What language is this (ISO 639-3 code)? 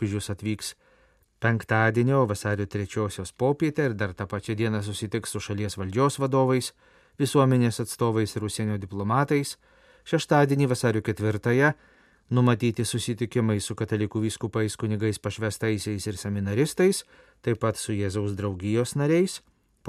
lit